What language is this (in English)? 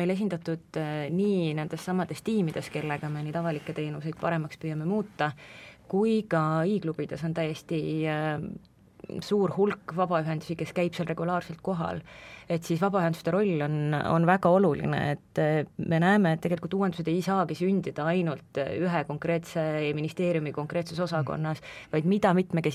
Estonian